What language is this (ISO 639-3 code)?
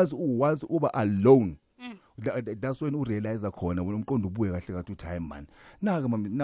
nbl